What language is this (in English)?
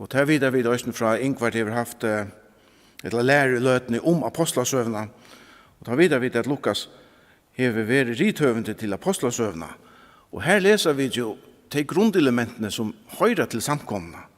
Faroese